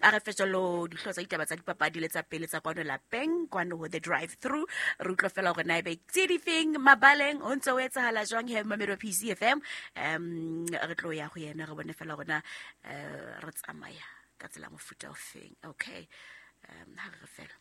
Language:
Southern Sotho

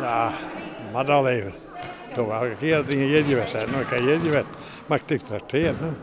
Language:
Western Frisian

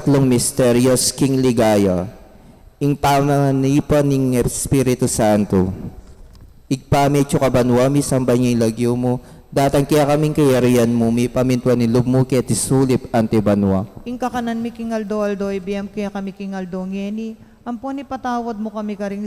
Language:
Pampanga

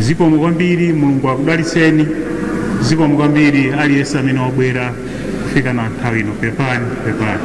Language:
Nyanja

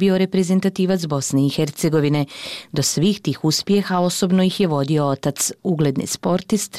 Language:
Bosnian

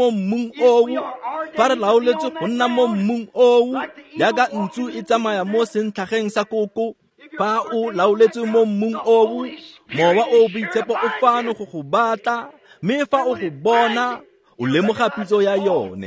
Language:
Tswana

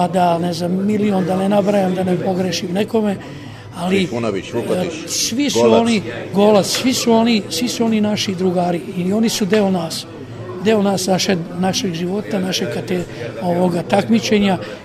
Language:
Serbian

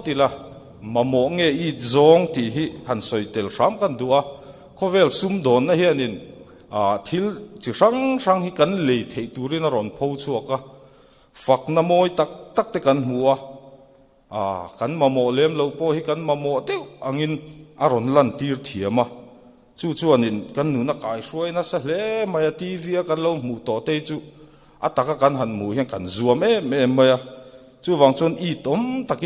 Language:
Mizo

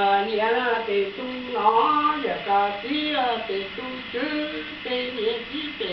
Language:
Hmong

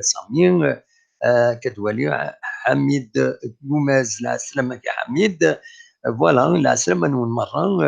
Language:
Kabyle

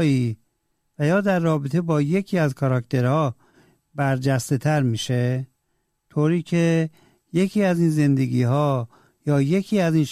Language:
Persian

